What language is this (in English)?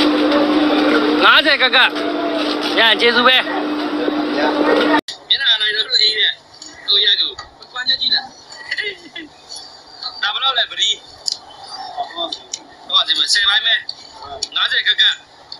Burmese